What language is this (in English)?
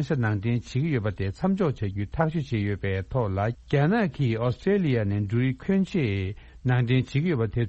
Tibetan